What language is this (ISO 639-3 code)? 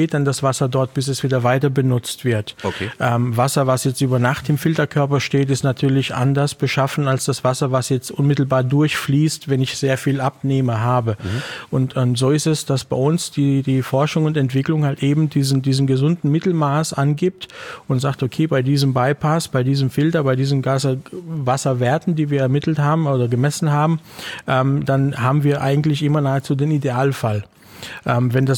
deu